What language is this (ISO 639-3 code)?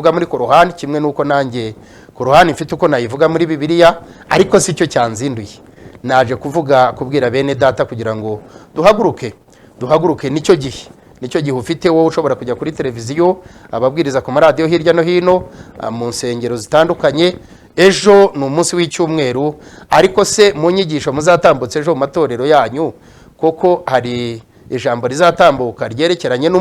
kin